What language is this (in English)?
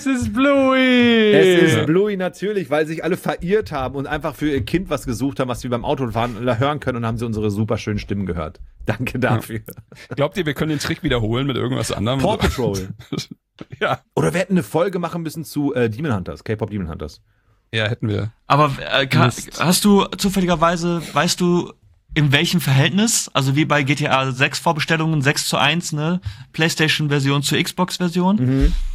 German